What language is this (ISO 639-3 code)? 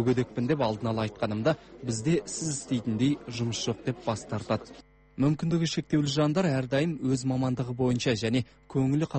kaz